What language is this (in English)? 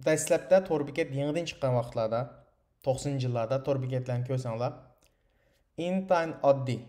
Uyghur